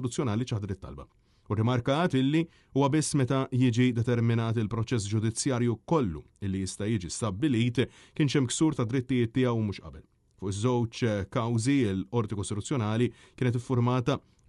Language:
Maltese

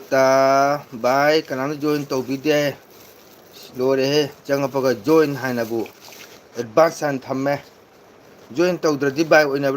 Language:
Manipuri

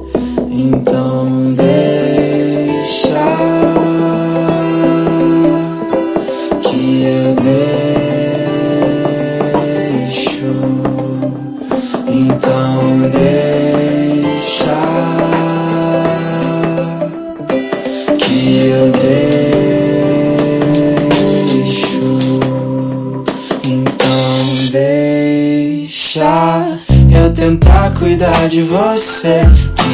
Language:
Portuguese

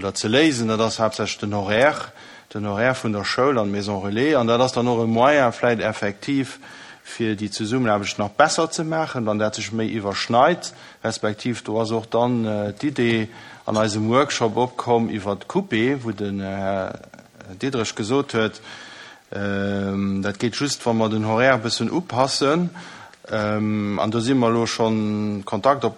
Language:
Luxembourgish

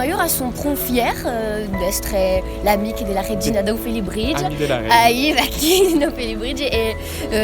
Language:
Occitan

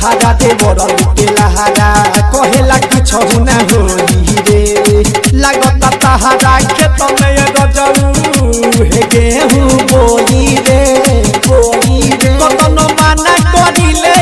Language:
Bhojpuri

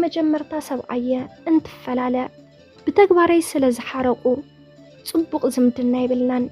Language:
Tigrinya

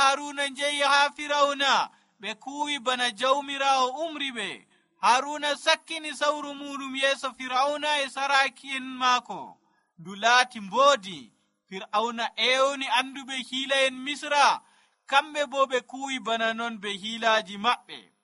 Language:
Nigerian Fulfulde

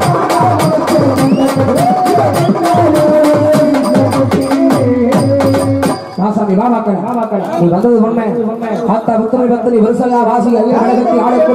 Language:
Tamil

